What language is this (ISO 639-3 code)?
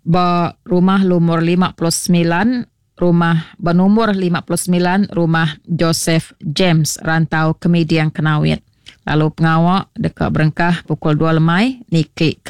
iba